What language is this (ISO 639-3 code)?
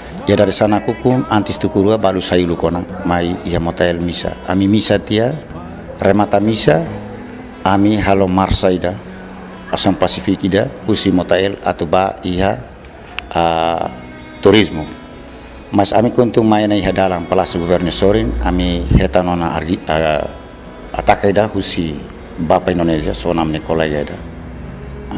tet